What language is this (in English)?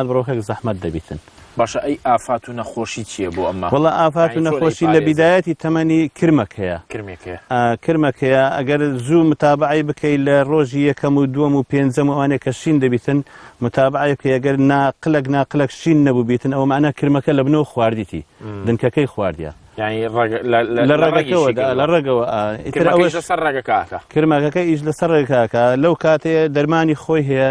Central Kurdish